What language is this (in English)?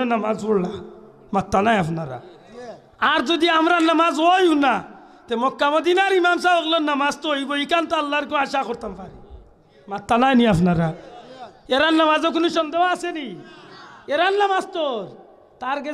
Sylheti